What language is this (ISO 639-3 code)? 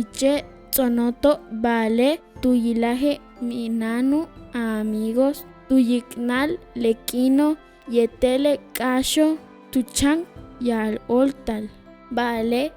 yua